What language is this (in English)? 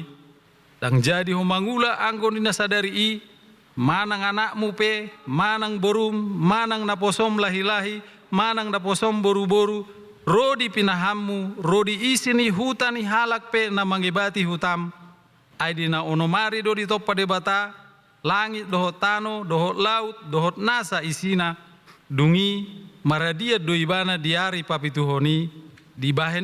Batak Toba